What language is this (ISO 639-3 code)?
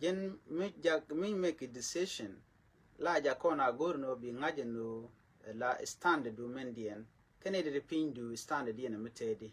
nus